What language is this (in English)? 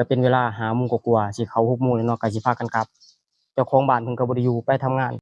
Lao